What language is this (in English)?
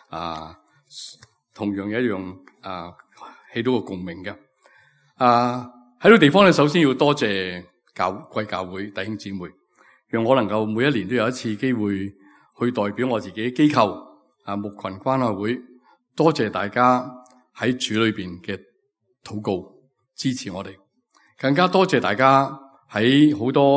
Cantonese